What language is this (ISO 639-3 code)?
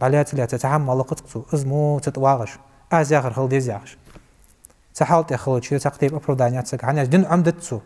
inh